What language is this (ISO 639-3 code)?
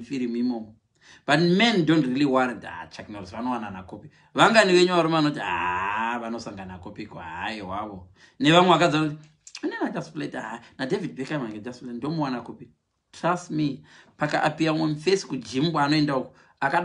sna